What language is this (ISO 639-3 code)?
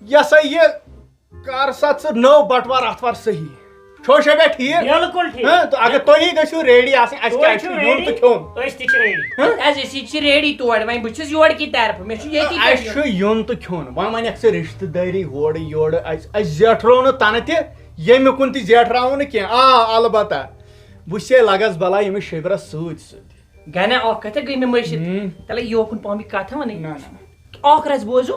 kas